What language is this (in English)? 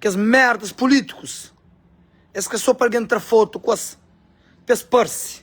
Kabuverdianu